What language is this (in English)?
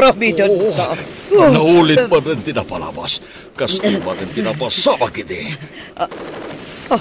Iloko